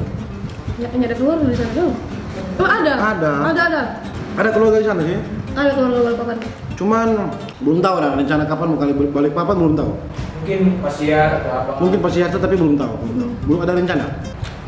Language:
Manado Malay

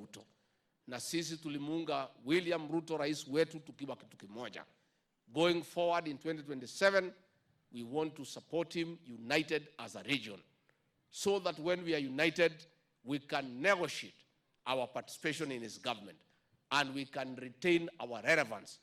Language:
Meru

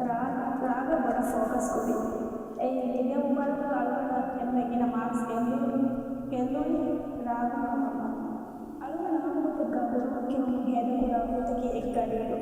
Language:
Divehi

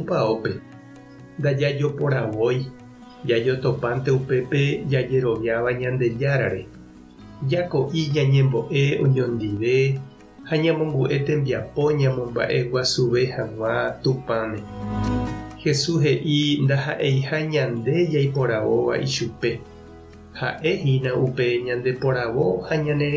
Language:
Guarani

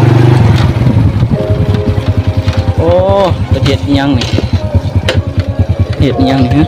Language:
Lao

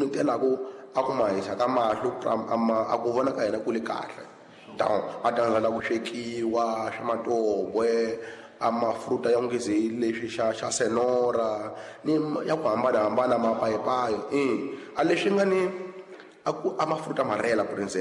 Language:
Tsonga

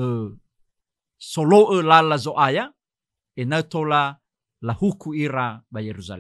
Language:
Nias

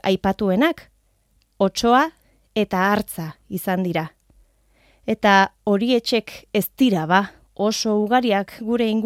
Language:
Basque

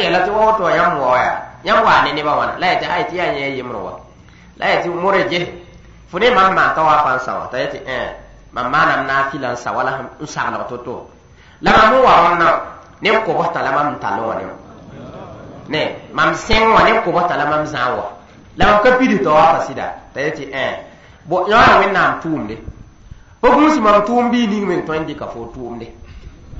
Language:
Mossi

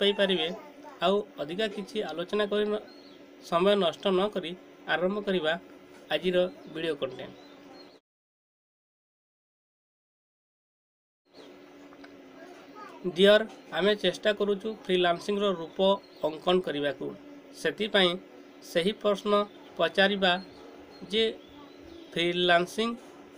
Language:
Odia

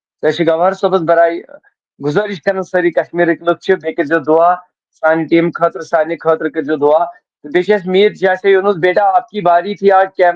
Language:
Kashmiri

